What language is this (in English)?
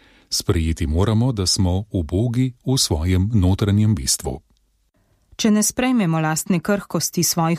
Slovenian